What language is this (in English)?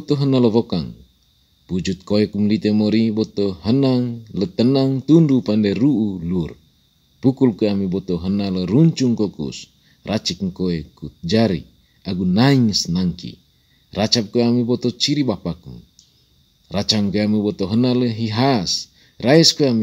Manggarai